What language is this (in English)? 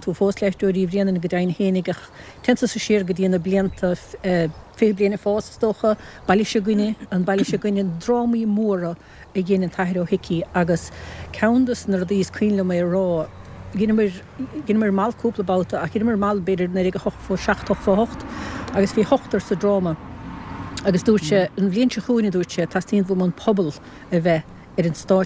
Irish